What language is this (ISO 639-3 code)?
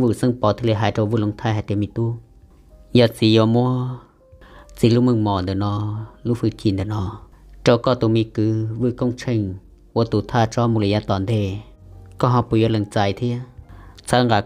hmn